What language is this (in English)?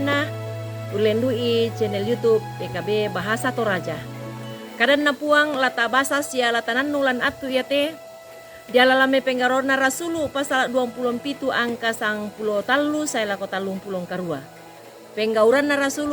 Toraja-Sa'dan